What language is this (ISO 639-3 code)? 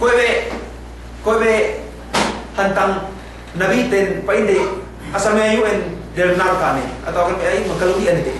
yka